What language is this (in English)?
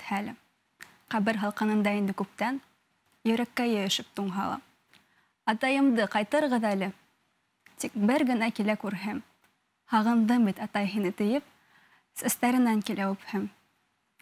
Bashkir